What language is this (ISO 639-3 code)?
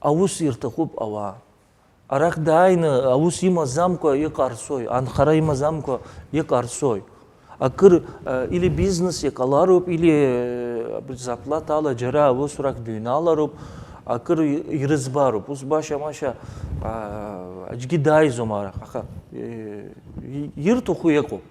abk